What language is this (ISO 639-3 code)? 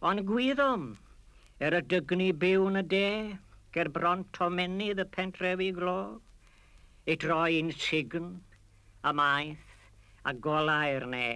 cym